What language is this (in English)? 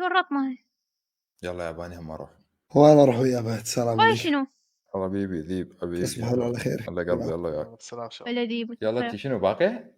Mesopotamian Arabic